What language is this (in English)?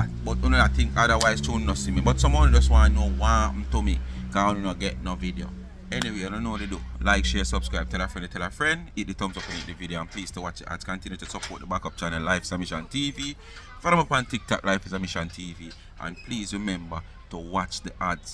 Jamaican Creole English